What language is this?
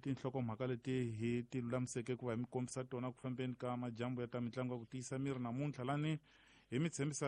Tsonga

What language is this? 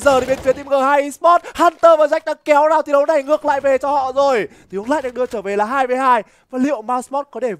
Vietnamese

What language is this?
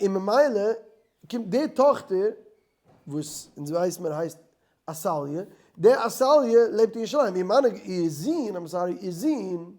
Yiddish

